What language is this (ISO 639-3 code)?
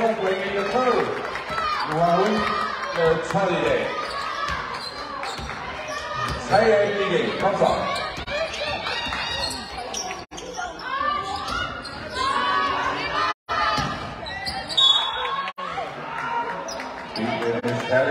dan